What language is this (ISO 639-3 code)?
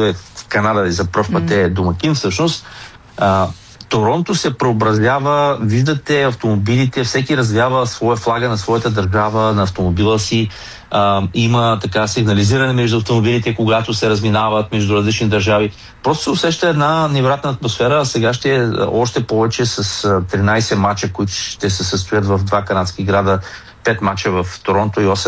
bul